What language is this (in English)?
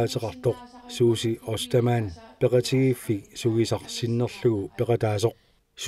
Kalaallisut